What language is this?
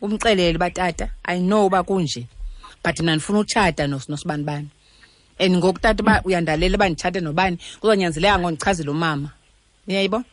Xhosa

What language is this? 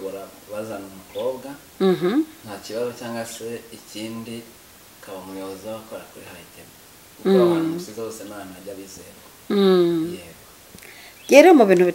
Kinyarwanda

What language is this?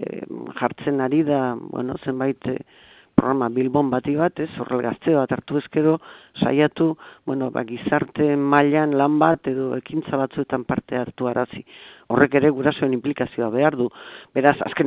Basque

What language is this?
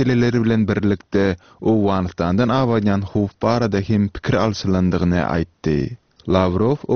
Turkmen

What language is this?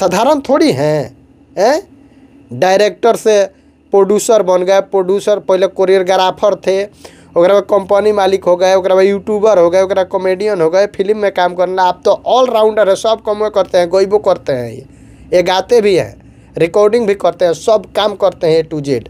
Bhojpuri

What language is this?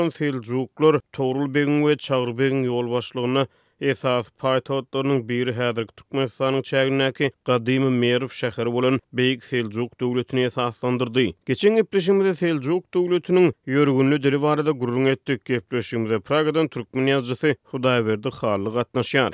Turkmen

